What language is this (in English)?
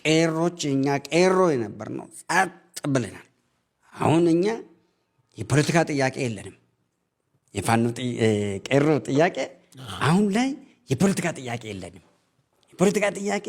Amharic